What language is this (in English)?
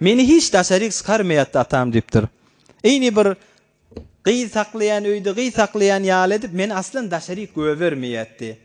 Turkmen